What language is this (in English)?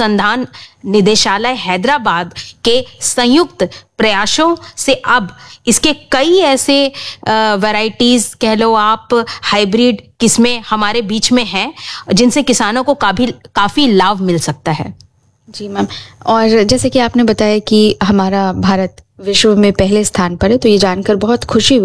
Hindi